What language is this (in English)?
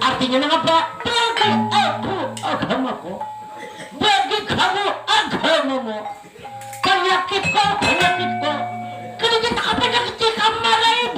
Banjar